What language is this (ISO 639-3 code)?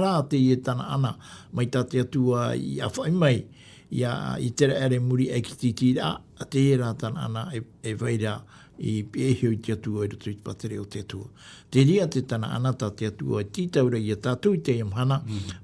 tah